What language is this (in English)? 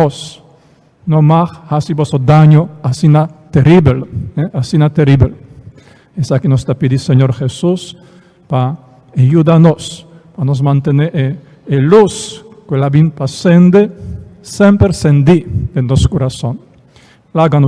Papiamento